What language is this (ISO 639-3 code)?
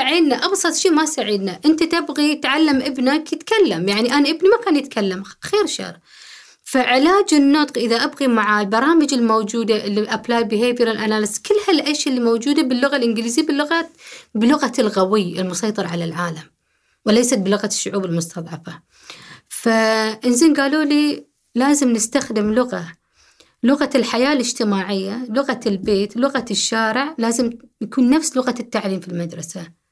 afb